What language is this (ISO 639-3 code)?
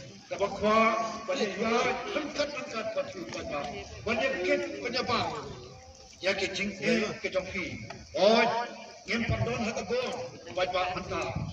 kha